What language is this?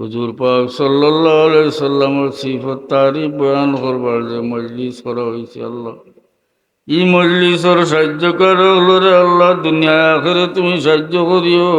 Sylheti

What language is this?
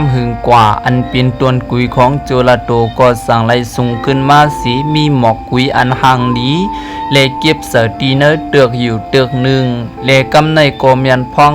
Shan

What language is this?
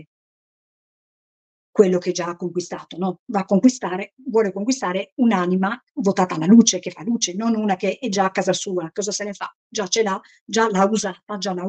Italian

